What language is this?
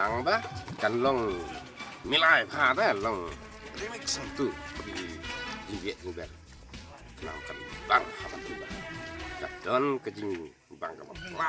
Khasi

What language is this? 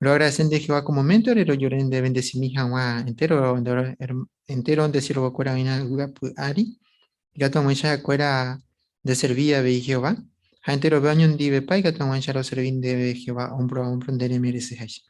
Guarani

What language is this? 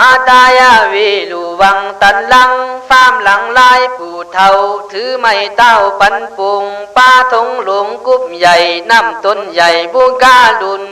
Khün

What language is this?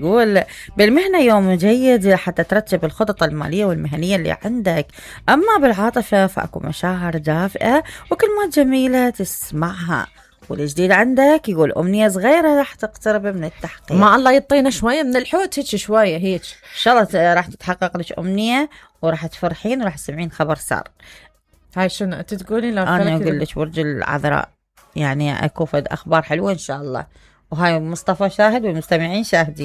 Mesopotamian Arabic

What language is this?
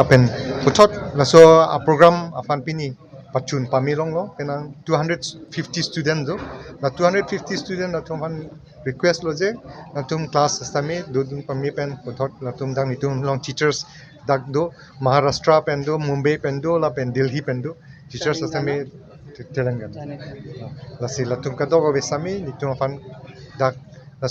Karbi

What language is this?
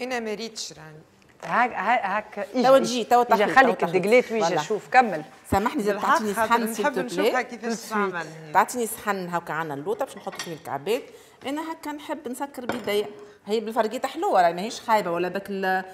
Tunisian Arabic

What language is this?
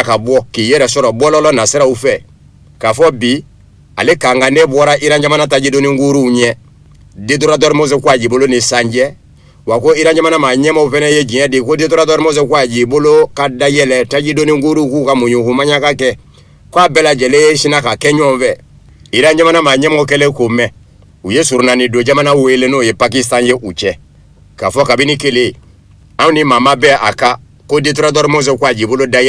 Bambara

